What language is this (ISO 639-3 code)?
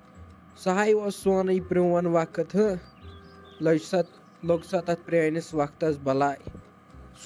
kas